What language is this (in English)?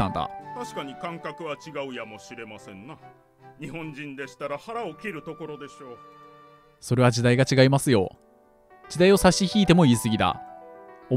Japanese